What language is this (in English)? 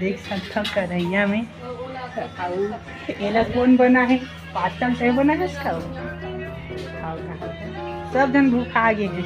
Chhattisgarhi